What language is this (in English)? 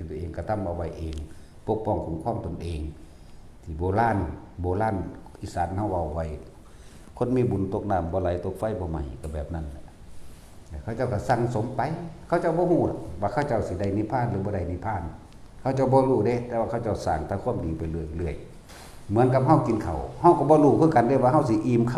Northeastern Thai